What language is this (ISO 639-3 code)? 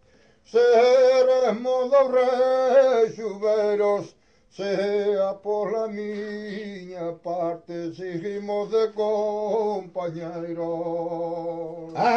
glg